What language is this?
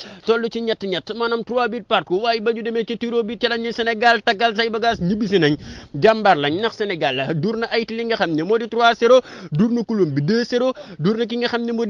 Wolof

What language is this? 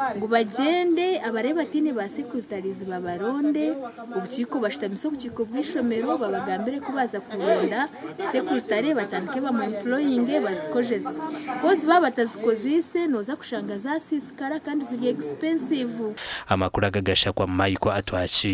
Nyankole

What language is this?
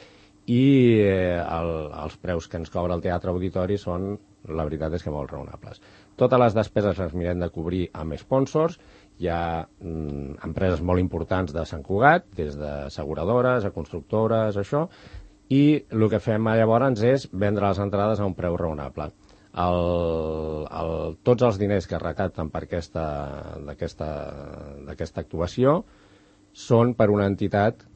Catalan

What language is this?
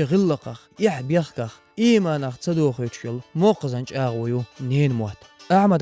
Chechen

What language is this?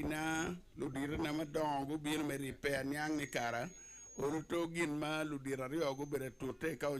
Acoli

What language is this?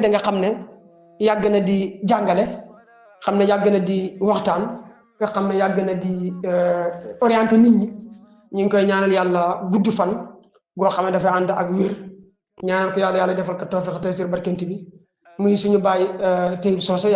Wolof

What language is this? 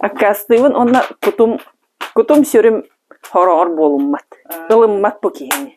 Yakut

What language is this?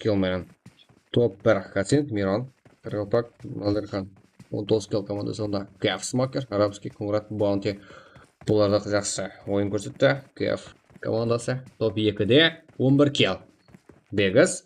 Kara-Kalpak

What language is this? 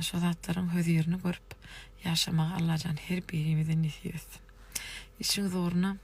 Turkmen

